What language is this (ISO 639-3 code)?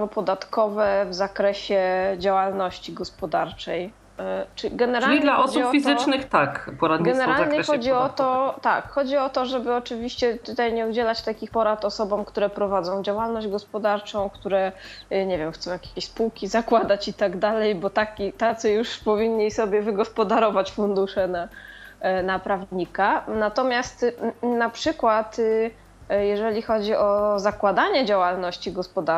pol